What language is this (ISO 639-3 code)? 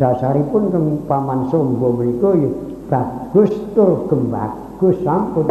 jav